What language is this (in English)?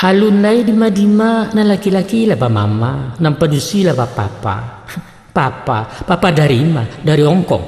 Minangkabau